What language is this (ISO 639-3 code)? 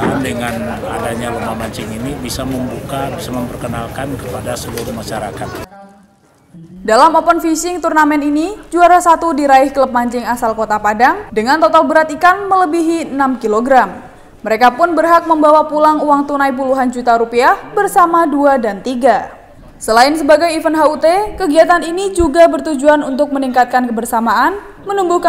ind